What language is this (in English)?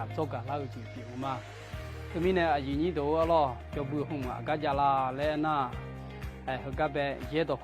Akha